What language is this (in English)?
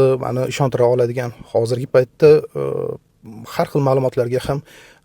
Uzbek